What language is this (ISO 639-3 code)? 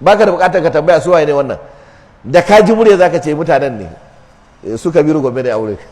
hau